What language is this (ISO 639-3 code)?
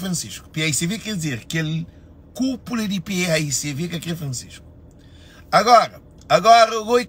kea